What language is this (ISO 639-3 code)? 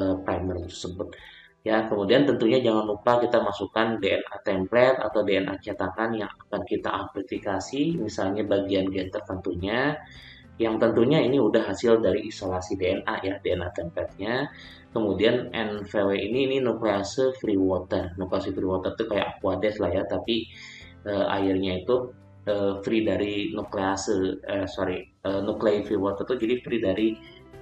ind